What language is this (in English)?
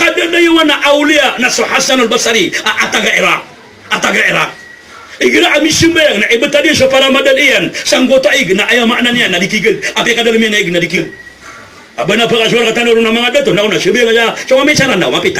Maranao